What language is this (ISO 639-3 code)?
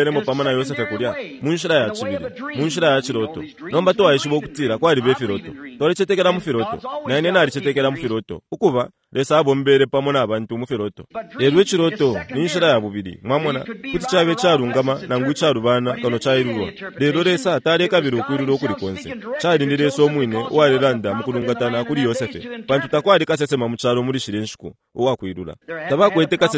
bem